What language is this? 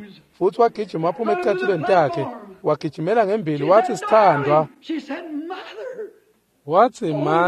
Swati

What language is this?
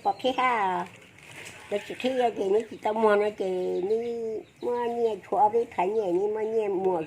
Hmong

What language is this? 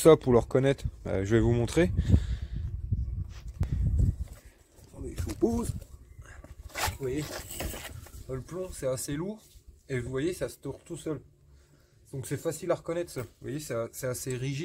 French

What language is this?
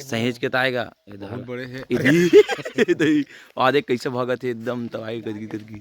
Chhattisgarhi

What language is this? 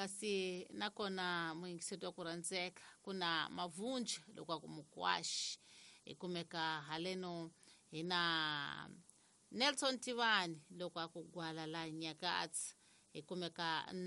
Tsonga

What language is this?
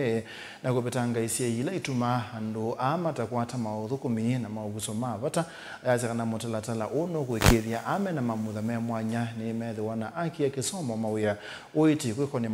Kamba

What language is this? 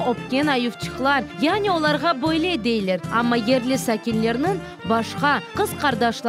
Crimean Tatar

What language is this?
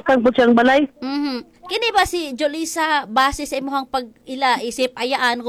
Cebuano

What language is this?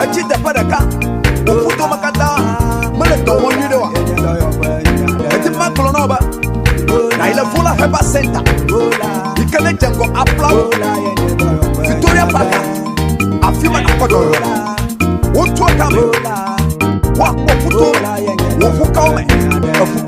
Ewe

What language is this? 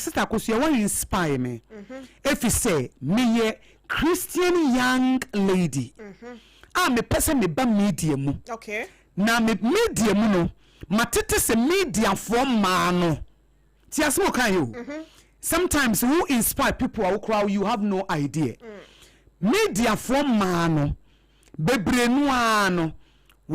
Akan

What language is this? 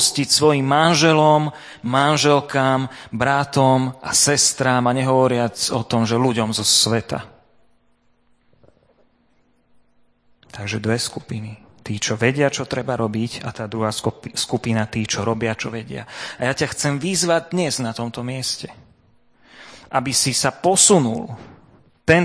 Slovak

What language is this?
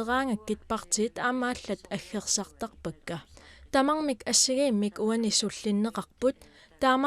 Kalaallisut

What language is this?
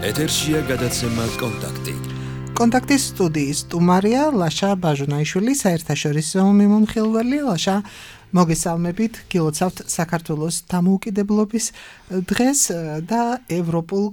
Georgian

